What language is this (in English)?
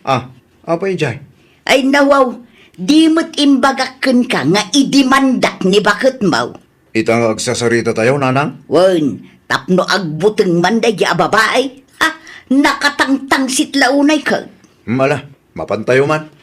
Iloko